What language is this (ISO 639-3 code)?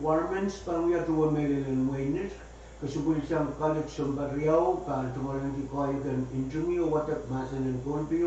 pon